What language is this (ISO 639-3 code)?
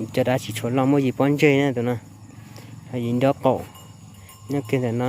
hmn